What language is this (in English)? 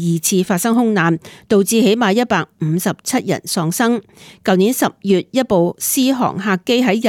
Cantonese